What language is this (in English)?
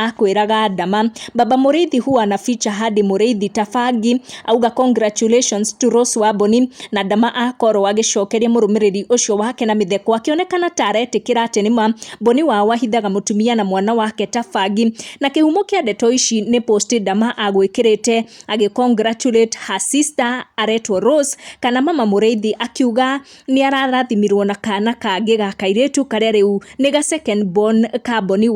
Kikuyu